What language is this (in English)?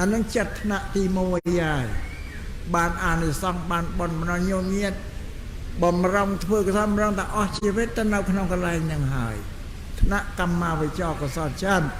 Khmer